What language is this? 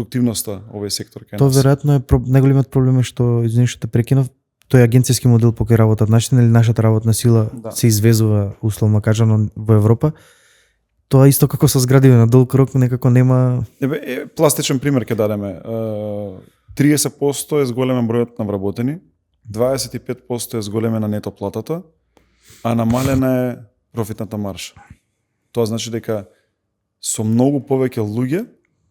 Macedonian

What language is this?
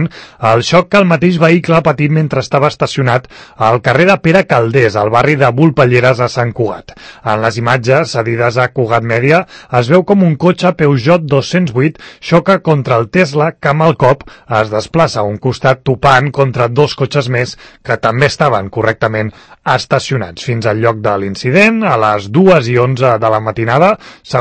Catalan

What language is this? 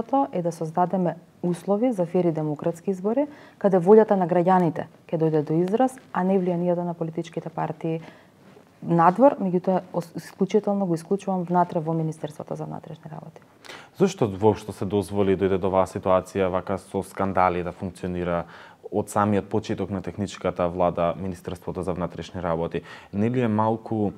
Macedonian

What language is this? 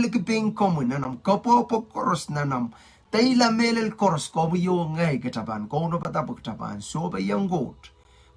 Pohnpeian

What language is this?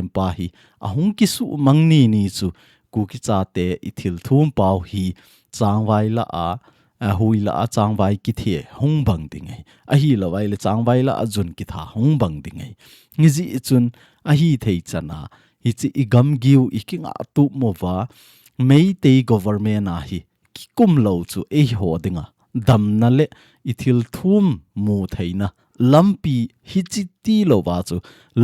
Thado Chin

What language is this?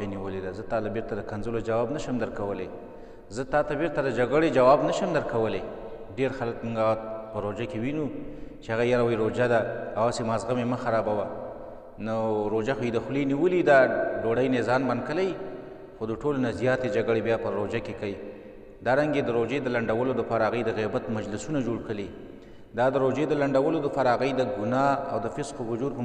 Pashto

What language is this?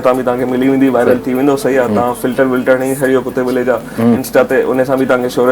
Sindhi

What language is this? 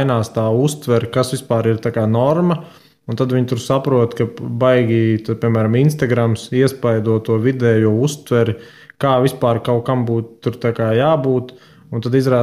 Latvian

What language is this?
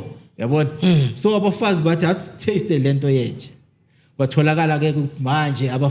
Zulu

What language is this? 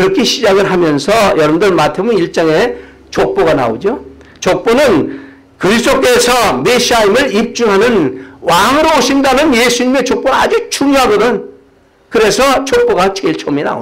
Korean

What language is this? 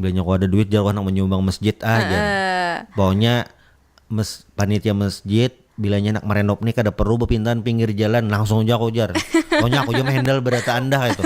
Banjar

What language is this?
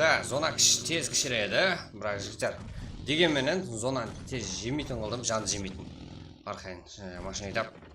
Kara-Kalpak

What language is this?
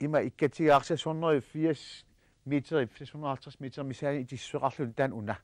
Kalaallisut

